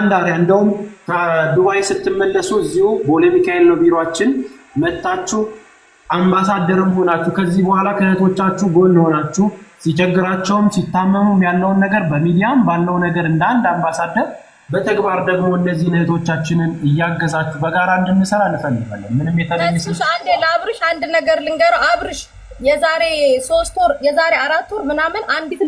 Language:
Amharic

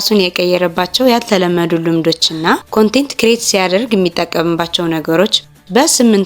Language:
Amharic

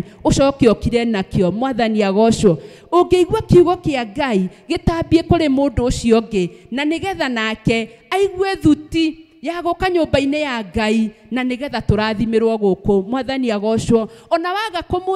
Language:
Kikuyu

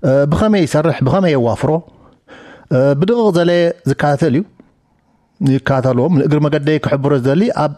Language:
Tigrinya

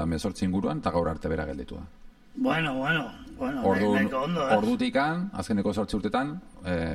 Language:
Basque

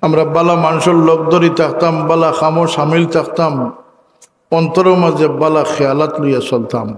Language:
Sylheti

